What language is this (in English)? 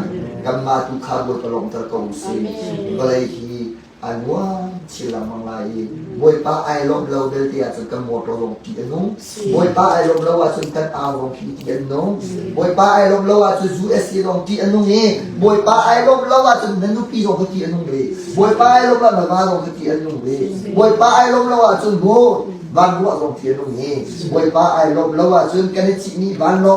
Hakha Chin